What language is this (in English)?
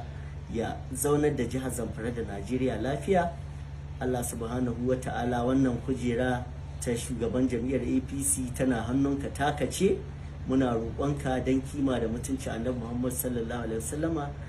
Hausa